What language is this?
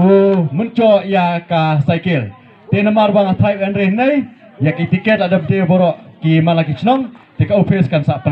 Khasi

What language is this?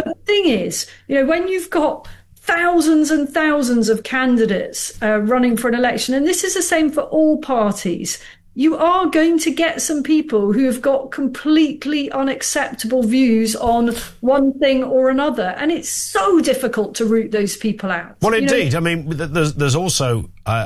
English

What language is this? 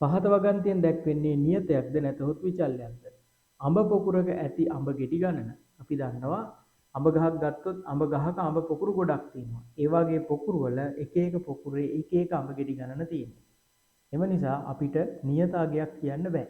Sinhala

